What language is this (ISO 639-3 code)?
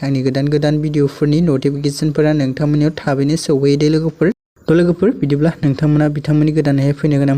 brx